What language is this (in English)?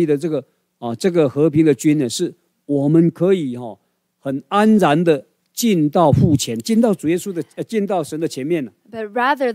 Chinese